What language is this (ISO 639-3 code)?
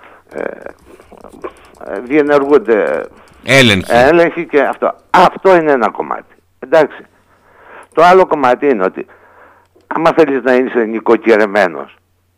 ell